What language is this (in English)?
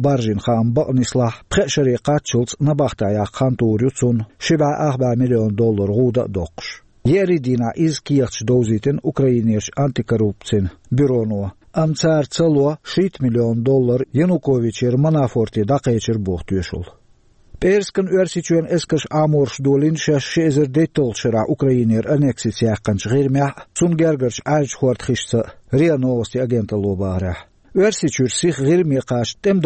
Chechen